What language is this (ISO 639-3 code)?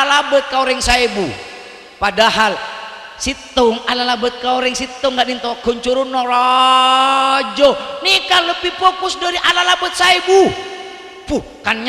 mad